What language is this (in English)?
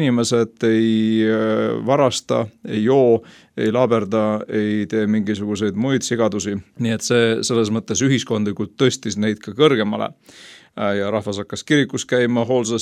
Estonian